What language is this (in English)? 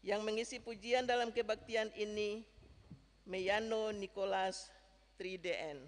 Ambonese Malay